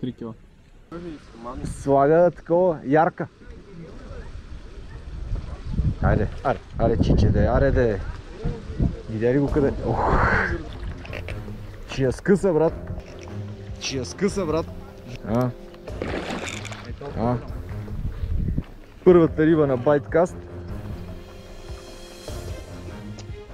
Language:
Bulgarian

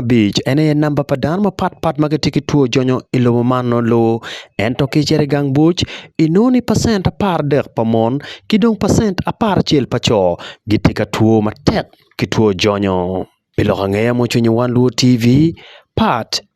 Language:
Acoli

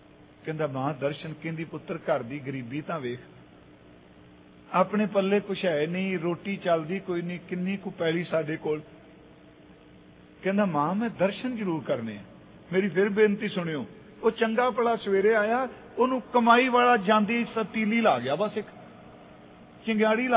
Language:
Punjabi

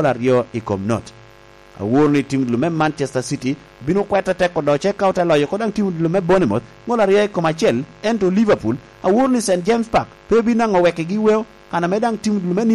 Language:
Lango (Uganda)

